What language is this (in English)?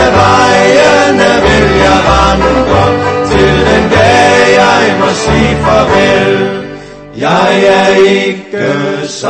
Danish